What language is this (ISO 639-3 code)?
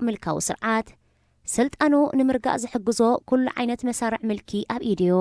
tir